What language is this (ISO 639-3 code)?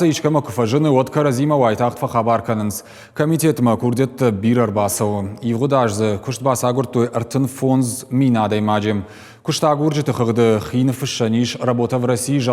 oss